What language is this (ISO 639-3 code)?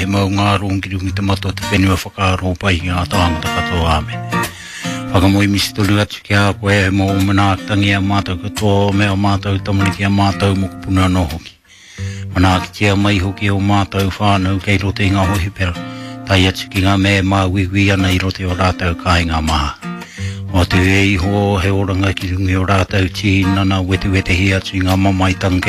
mri